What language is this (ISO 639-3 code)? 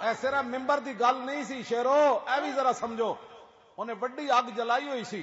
lah